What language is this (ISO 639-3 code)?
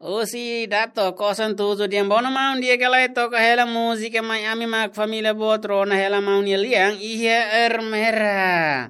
tet